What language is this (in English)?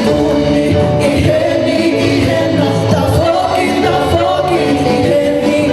Tongan